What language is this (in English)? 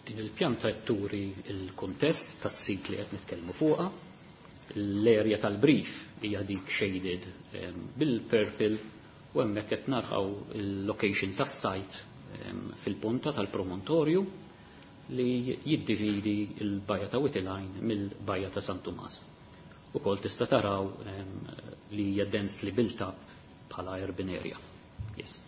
Maltese